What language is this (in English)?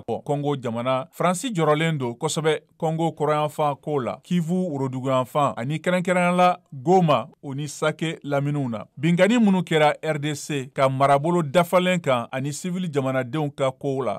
Bambara